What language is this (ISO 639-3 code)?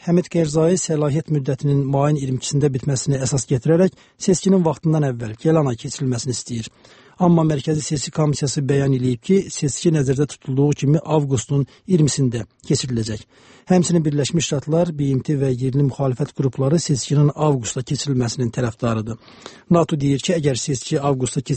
aze